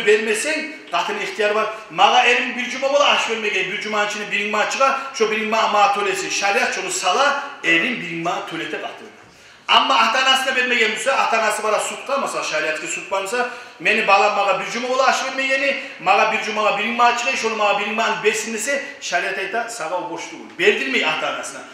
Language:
Kumyk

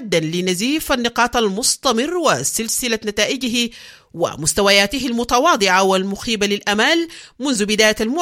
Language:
Arabic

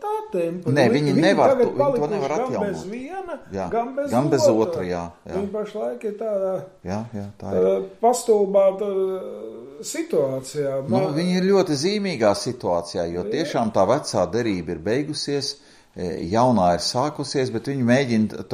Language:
Latvian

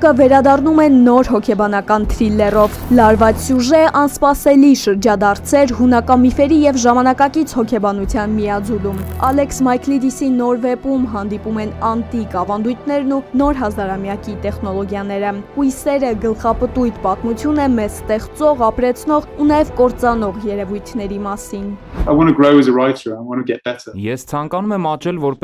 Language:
Armenian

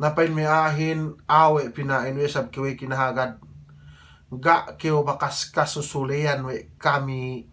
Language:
Yakan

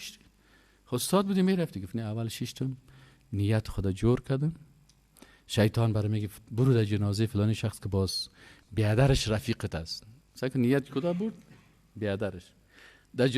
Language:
Persian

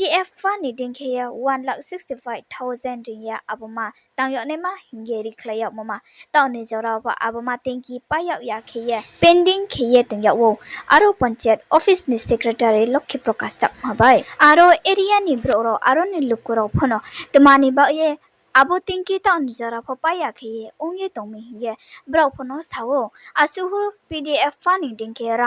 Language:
Riang (India)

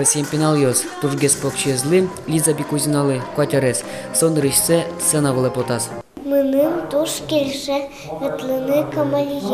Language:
Udmurt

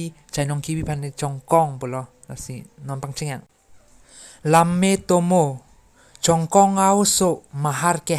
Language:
Karbi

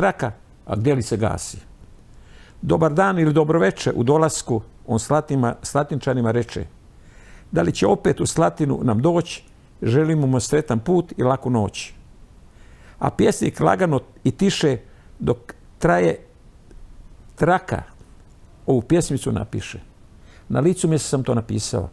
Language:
Croatian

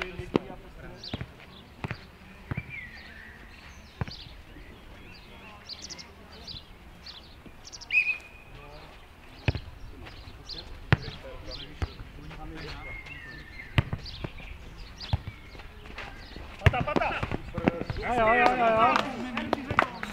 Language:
Czech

